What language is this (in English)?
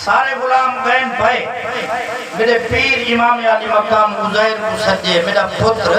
Saraiki